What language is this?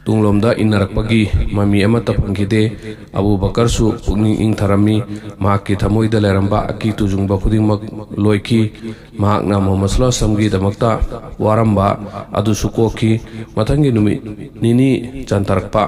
Manipuri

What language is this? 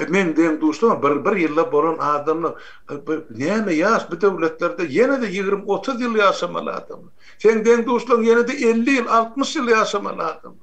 Turkmen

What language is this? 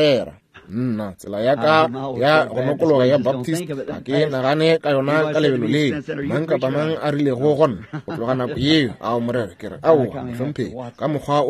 Northern Sotho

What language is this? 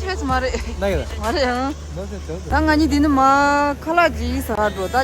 Tibetan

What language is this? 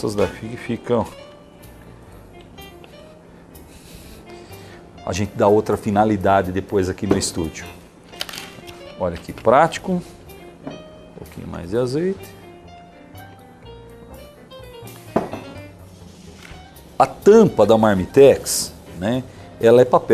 Portuguese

